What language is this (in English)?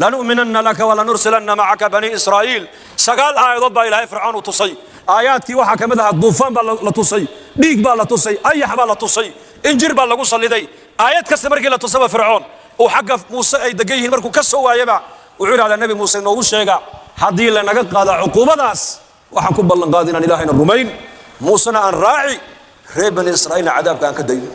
Somali